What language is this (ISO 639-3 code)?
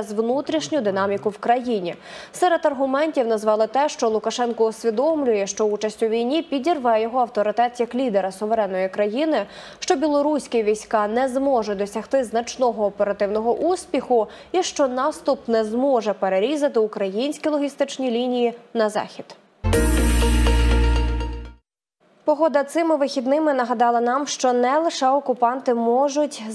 ukr